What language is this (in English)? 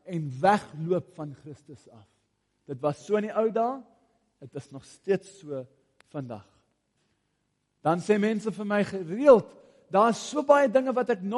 Afrikaans